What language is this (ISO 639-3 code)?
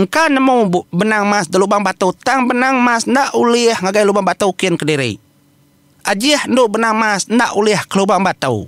iba